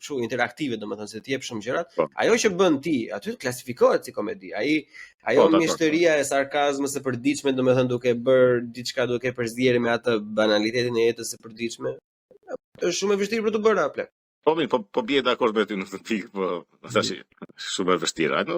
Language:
Albanian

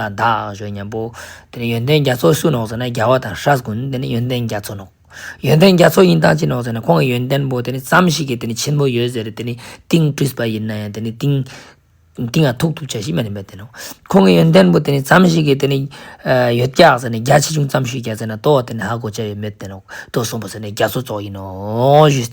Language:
Ladakhi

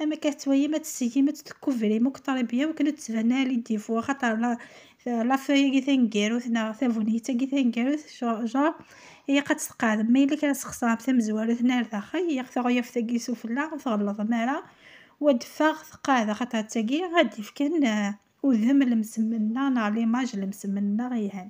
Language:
Kabyle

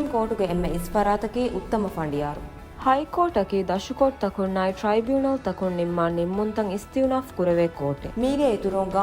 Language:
Divehi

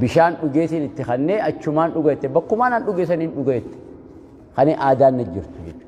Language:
Oromo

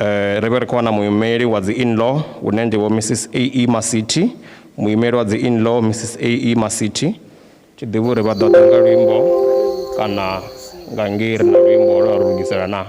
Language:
Venda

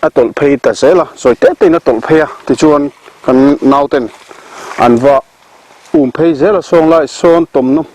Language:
Mizo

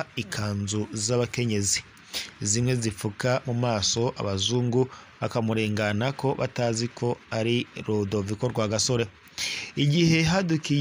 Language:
Rundi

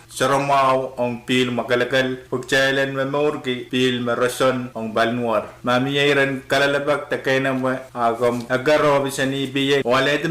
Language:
Pohnpeian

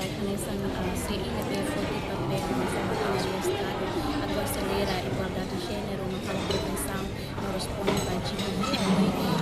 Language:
Tetum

